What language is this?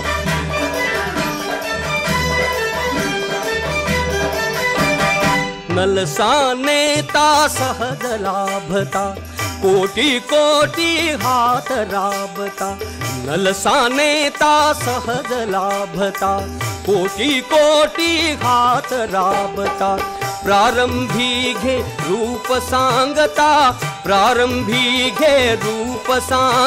Marathi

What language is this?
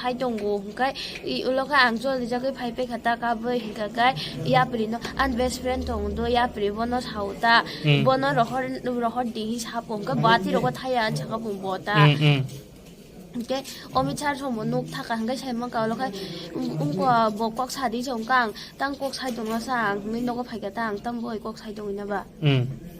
Riang (India)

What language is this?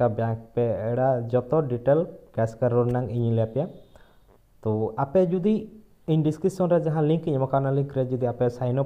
Santali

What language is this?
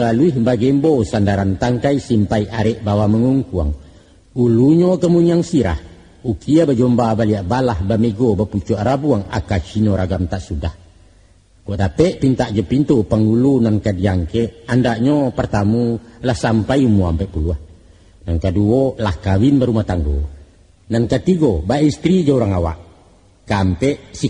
Minangkabau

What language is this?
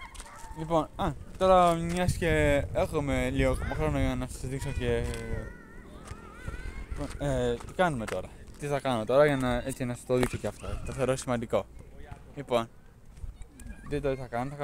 Greek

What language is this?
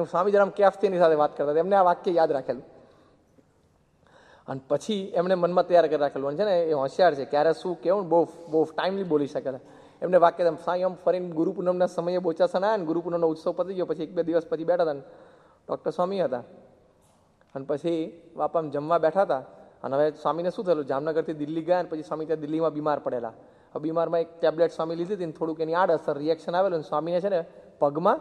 Gujarati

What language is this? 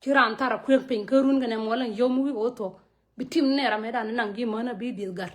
Nuer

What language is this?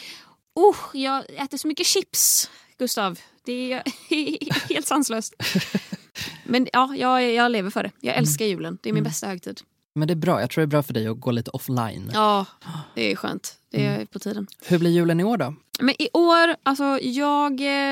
Swedish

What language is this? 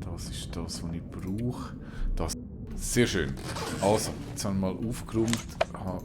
Swiss German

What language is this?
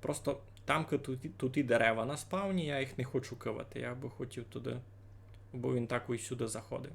Rusyn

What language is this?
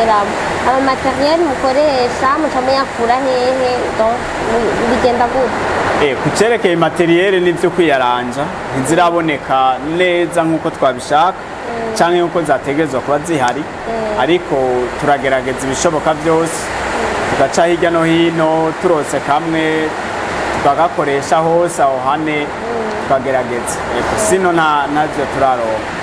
Rundi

